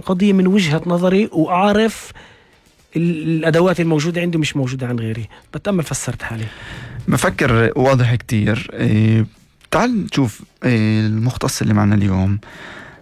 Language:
North Levantine Arabic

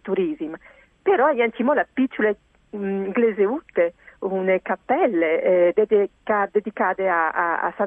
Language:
Friulian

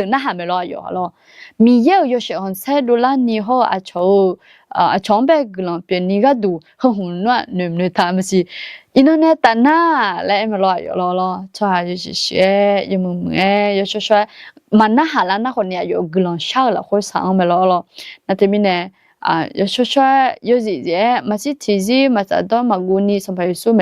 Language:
Akha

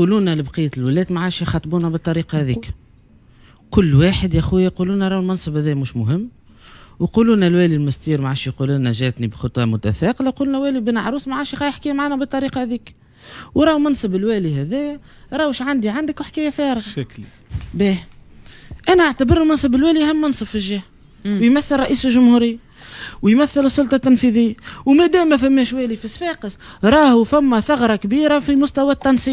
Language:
Tunisian Arabic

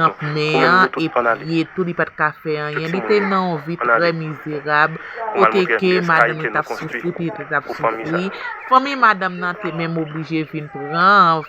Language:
Haitian Creole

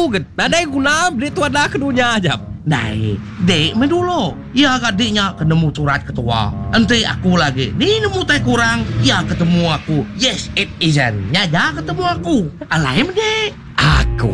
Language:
Iban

